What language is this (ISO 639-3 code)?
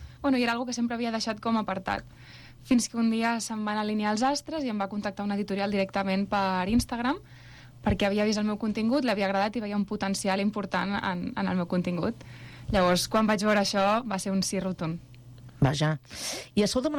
cat